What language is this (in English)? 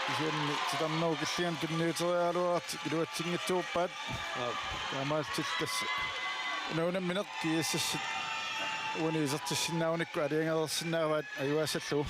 Kalaallisut